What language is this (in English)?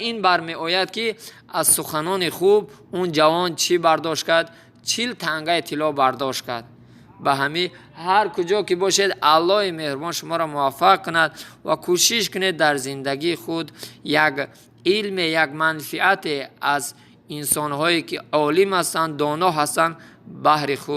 Tajik